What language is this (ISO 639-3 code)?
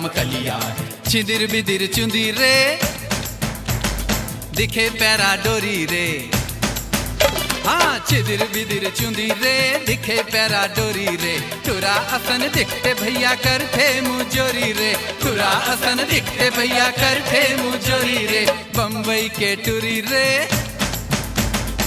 hne